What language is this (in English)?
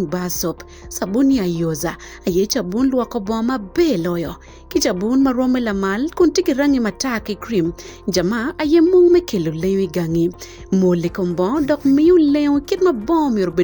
Acoli